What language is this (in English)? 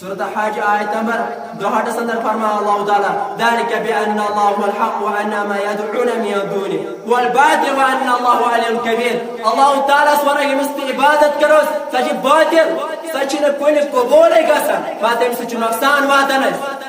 Kashmiri